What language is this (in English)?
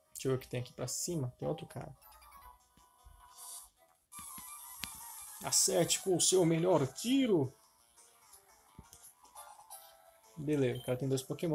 Portuguese